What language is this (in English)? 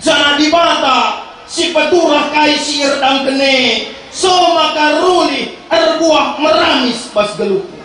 Batak Karo